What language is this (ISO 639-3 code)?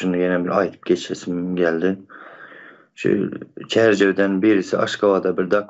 tuk